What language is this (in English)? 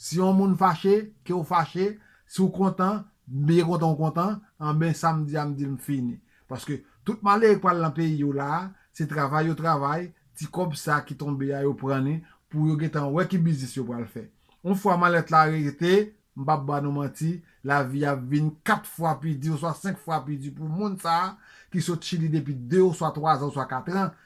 Haitian Creole